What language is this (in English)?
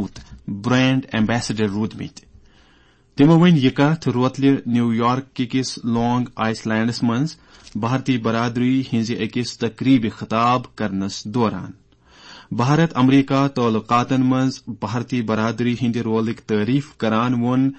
Kashmiri